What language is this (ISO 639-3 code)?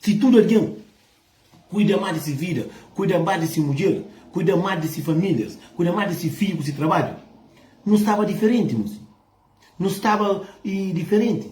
kea